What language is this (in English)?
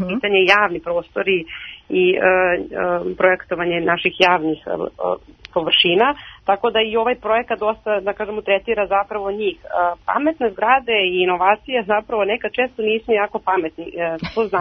Serbian